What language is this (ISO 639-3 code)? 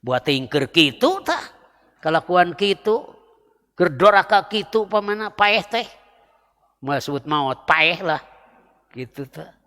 sun